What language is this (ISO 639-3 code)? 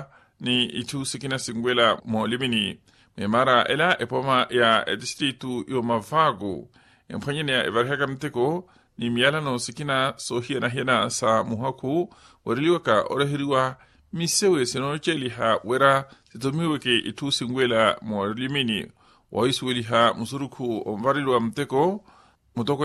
vmw